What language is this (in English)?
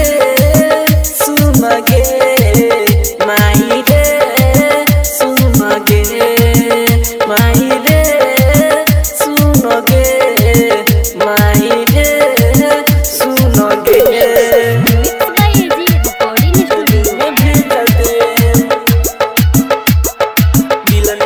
Bhojpuri